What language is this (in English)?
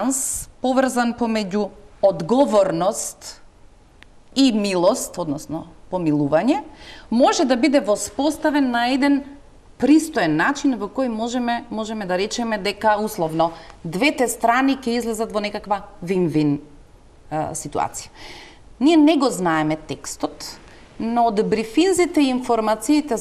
Macedonian